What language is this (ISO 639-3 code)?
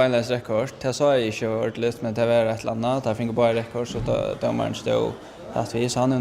fao